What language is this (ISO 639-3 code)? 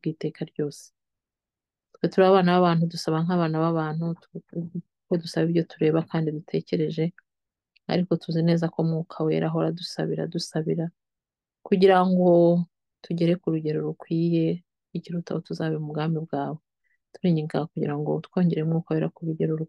kin